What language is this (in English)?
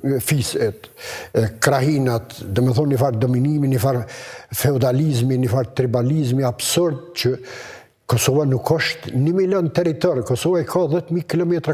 Albanian